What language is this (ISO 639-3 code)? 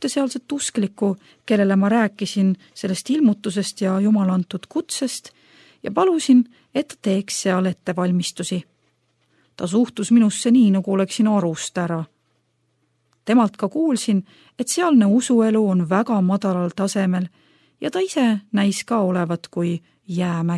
est